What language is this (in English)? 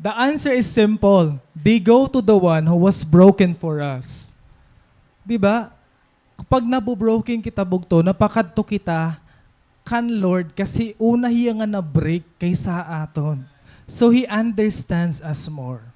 Waray